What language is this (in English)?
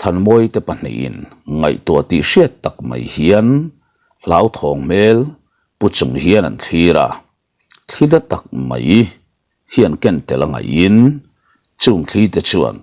Mizo